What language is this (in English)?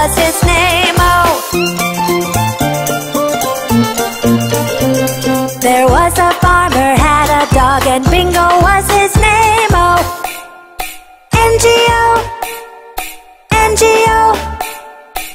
English